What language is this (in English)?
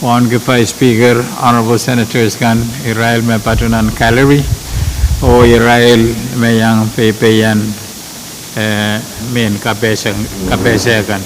Pohnpeian